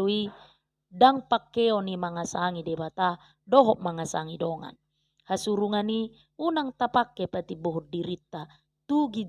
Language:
Batak Toba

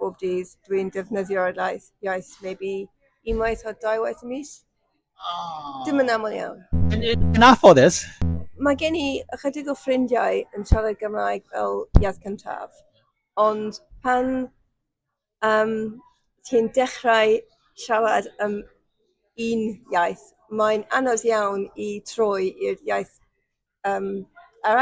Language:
Welsh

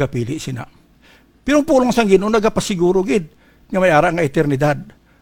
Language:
Hiligaynon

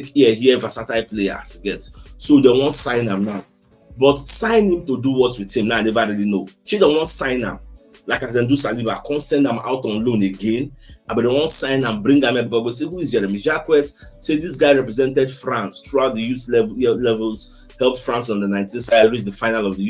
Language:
Nigerian Pidgin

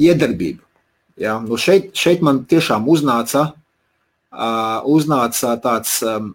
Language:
Latvian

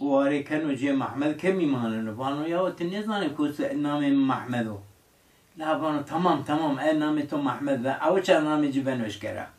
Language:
Zaza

